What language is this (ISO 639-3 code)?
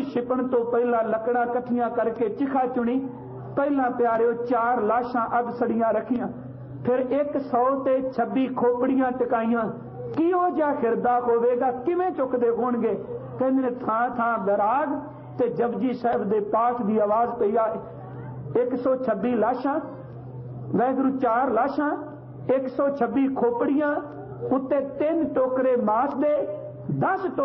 pan